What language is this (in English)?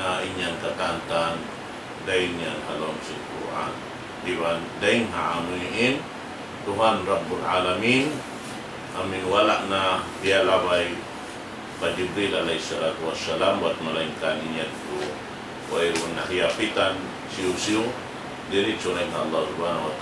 Tausug